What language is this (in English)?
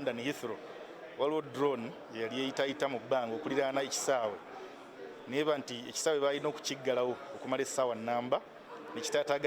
Ganda